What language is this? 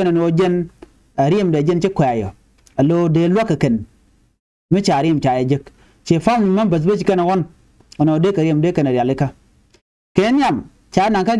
Nuer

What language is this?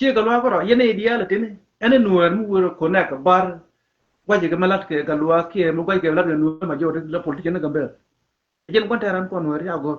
Nuer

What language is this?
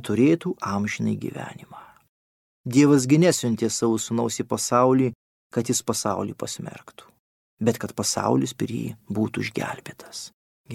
Lithuanian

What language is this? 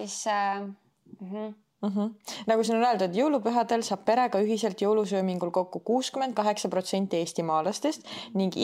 Estonian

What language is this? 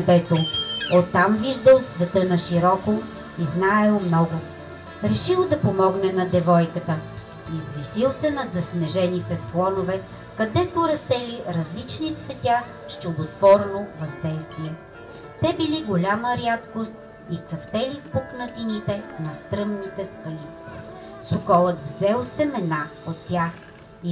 Bulgarian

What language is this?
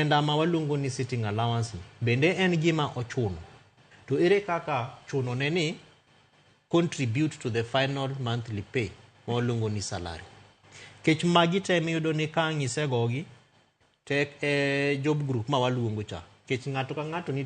Luo (Kenya and Tanzania)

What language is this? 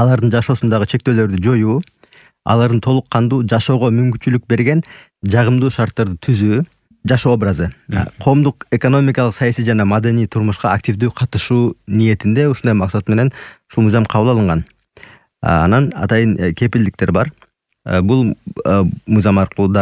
Kyrgyz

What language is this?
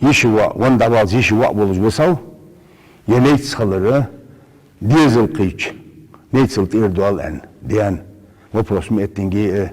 Ingush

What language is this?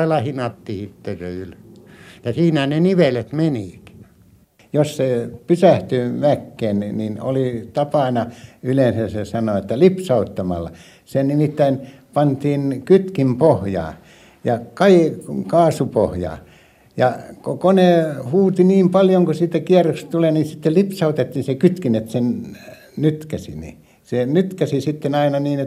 Finnish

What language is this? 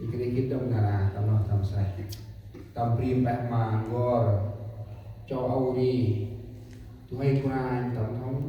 Central Mnong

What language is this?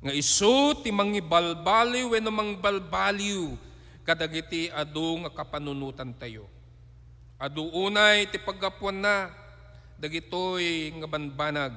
Iloko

